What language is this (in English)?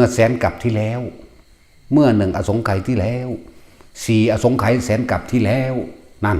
Northeastern Thai